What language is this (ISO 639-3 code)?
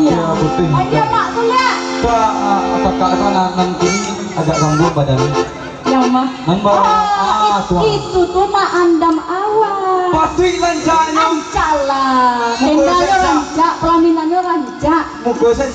min